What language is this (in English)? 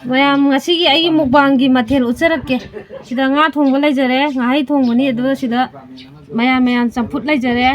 Manipuri